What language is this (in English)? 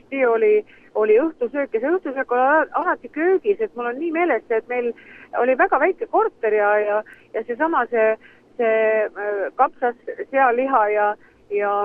Estonian